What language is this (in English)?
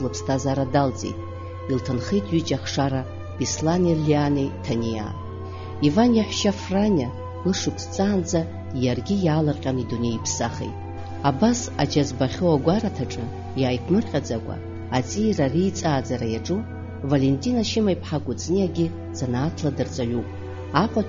Abkhazian